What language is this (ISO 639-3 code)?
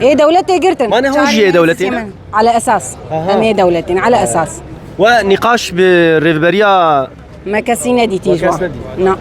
kur